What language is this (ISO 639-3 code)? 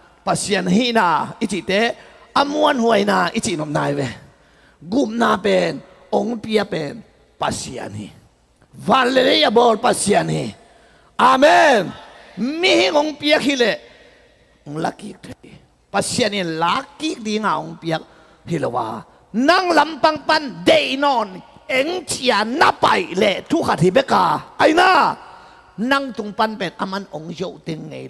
ctd